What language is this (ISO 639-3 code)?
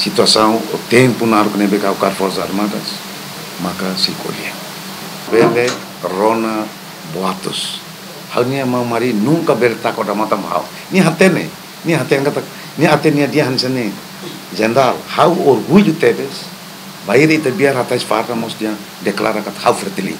tet